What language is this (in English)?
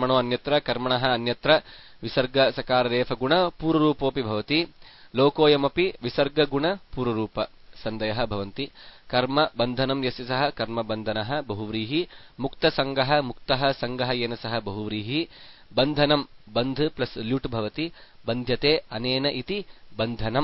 Sanskrit